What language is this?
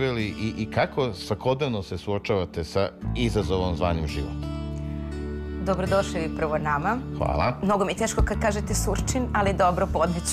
Serbian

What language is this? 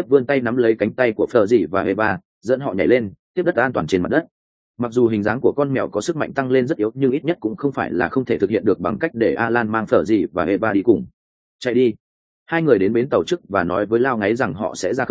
Vietnamese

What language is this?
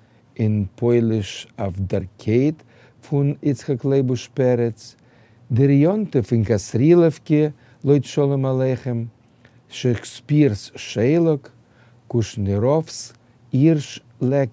Yiddish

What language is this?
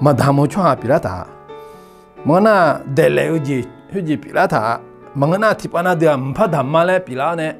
Akha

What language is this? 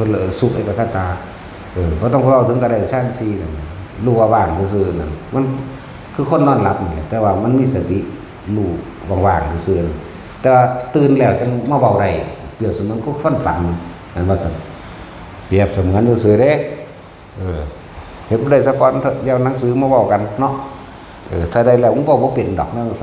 Northeastern Thai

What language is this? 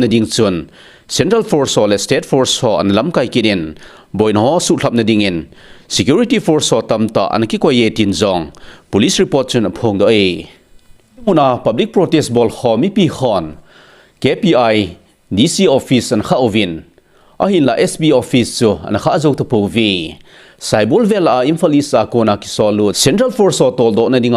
Thado Chin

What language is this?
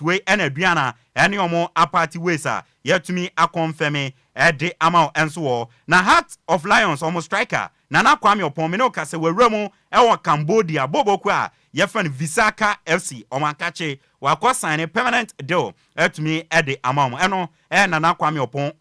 Akan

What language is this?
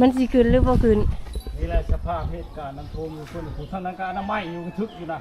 Lao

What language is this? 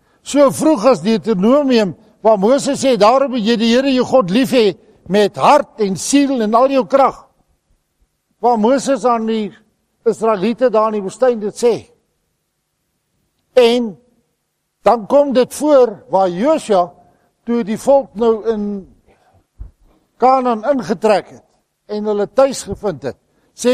Afrikaans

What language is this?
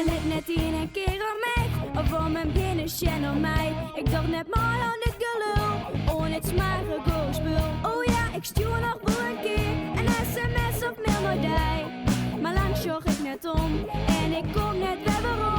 Western Frisian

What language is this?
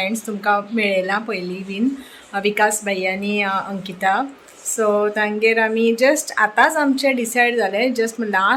Konkani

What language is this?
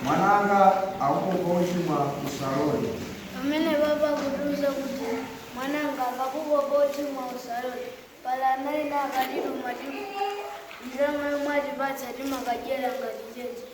Nyanja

